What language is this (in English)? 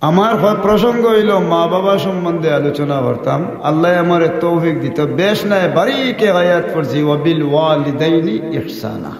Sylheti